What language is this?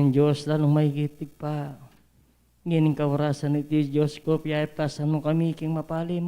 Pampanga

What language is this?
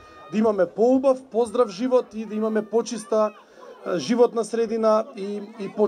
Macedonian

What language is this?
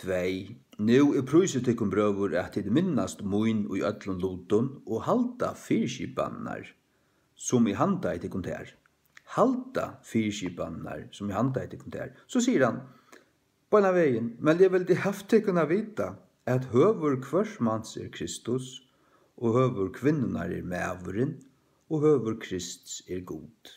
Faroese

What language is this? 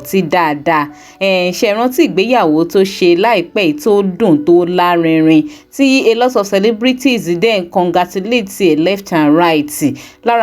Yoruba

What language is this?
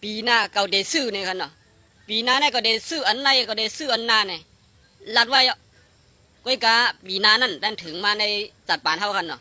Shan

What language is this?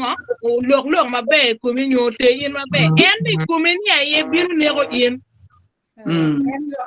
Acoli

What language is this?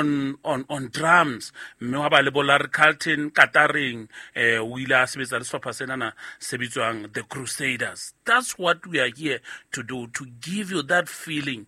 Southern Sotho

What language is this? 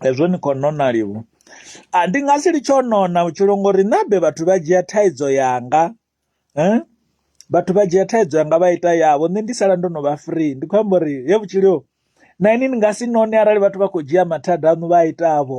Venda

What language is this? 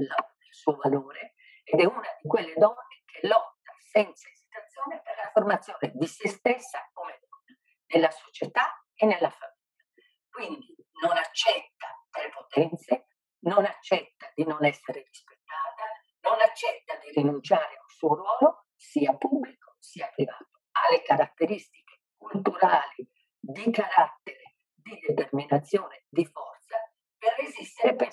Italian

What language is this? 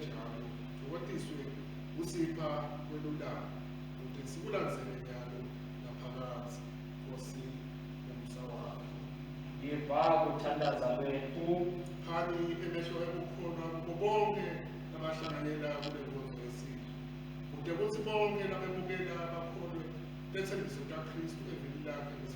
Swati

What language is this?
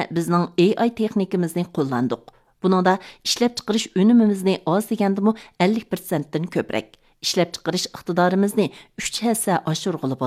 Uyghur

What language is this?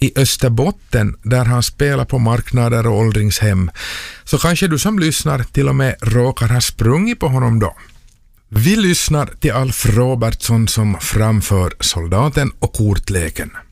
Swedish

